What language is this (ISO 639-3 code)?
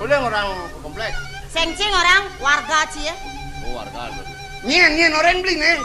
ban